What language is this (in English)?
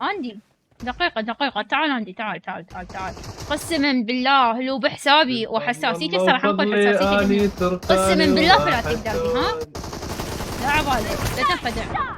Mesopotamian Arabic